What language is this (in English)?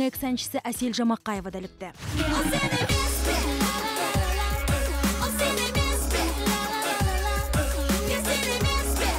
Kazakh